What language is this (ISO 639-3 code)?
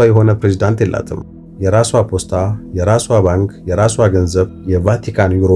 amh